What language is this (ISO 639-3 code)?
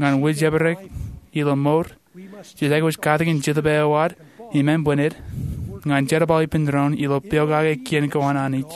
mah